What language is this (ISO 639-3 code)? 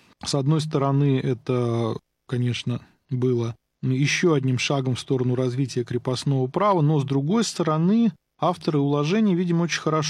rus